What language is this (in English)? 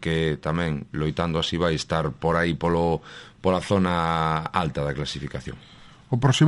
Galician